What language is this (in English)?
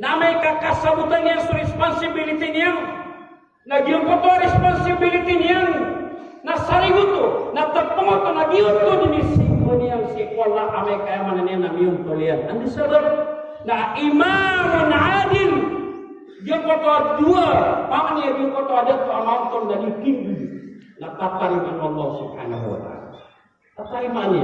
Maranao